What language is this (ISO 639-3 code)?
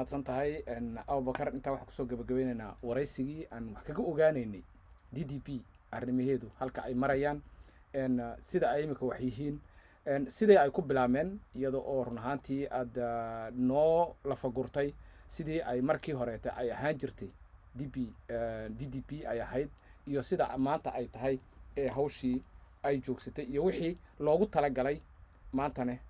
som